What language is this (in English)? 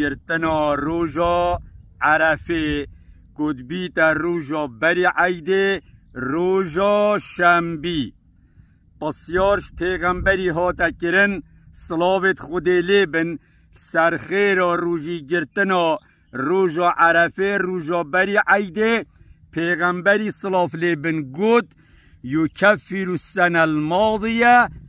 Kurdish